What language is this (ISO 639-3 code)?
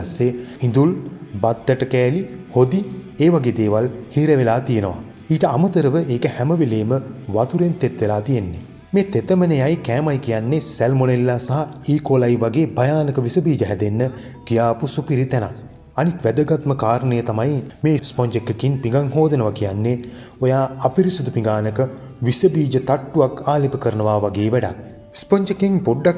sin